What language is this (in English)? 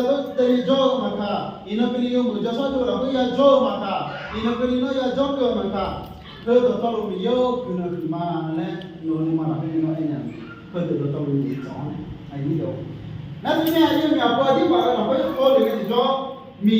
Akha